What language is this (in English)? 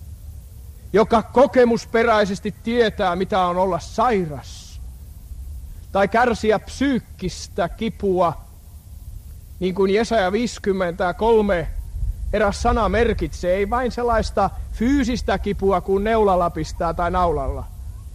Finnish